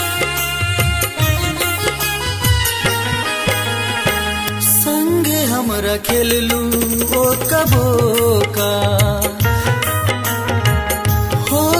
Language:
Bhojpuri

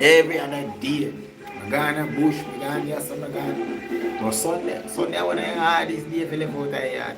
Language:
Jamaican Creole English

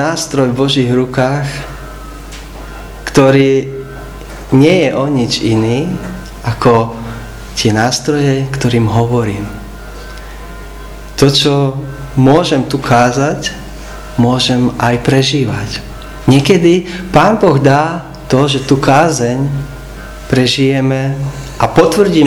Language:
Slovak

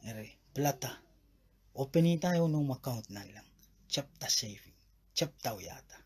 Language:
Pohnpeian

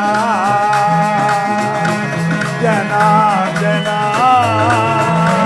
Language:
Kannada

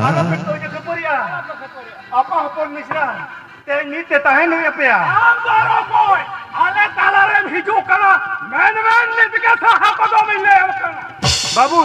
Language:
Santali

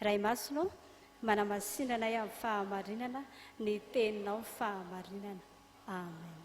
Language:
Malagasy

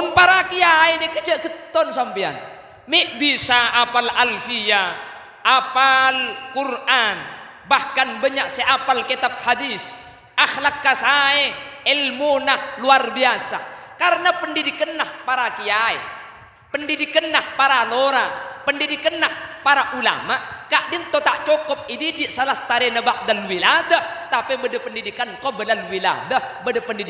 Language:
Madurese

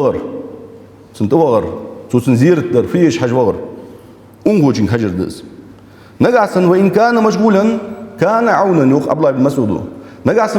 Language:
Ingush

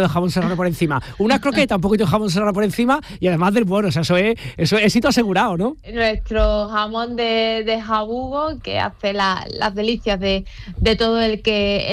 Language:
Spanish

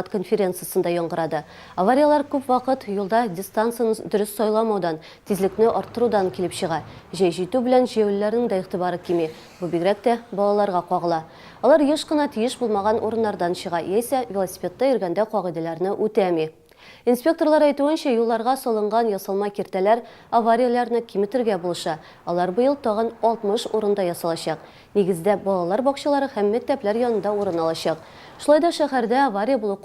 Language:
Tatar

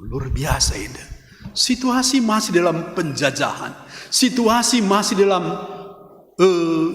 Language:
Batak Karo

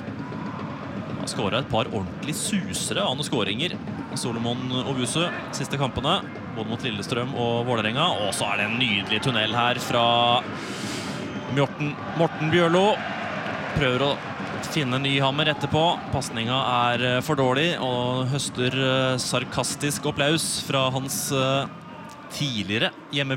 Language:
Norwegian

